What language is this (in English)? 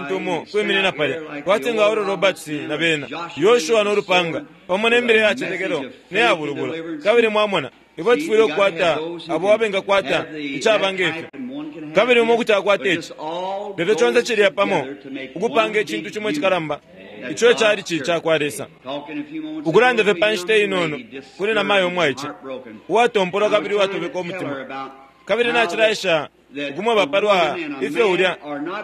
Bemba